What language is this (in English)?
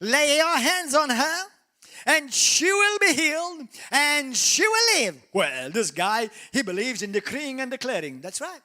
English